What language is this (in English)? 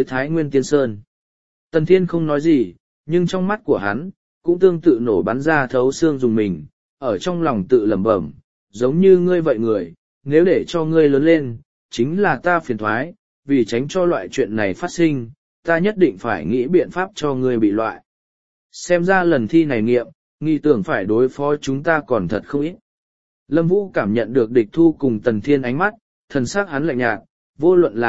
Vietnamese